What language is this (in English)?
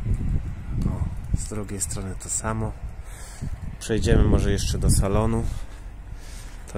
Polish